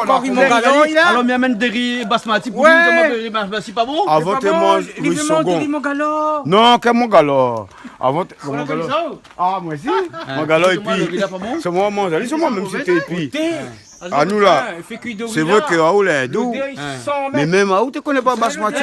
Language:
Réunion Creole French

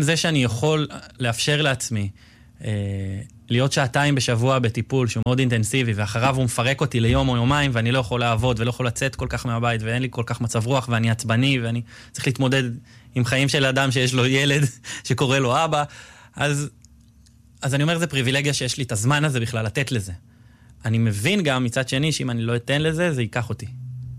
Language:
Hebrew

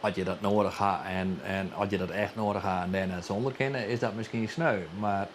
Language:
Western Frisian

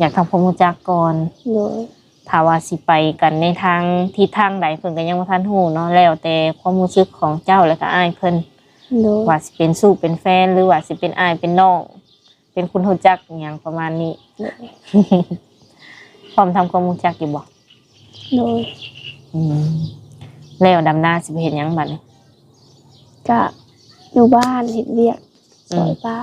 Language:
Lao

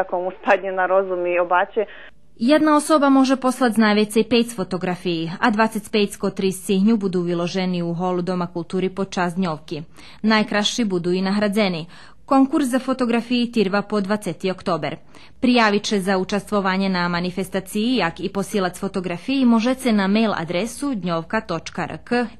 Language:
Rusyn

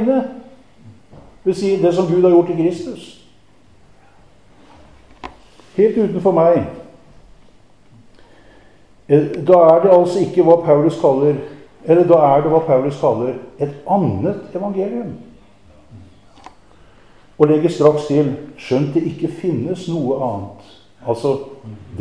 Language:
Norwegian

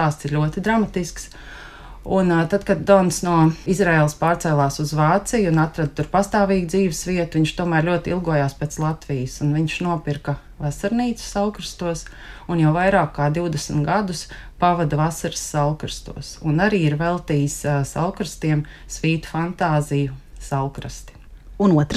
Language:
Latvian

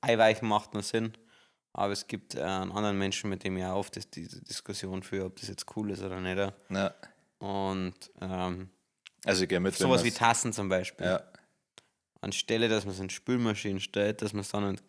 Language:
Bavarian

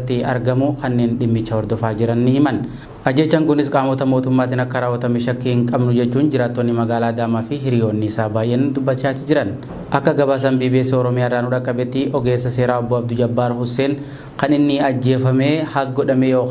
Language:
Oromo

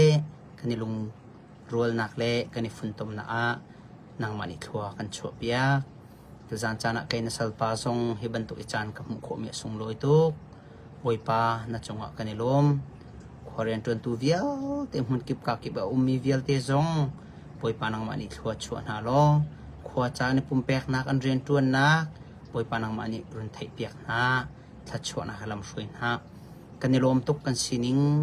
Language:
Hakha Chin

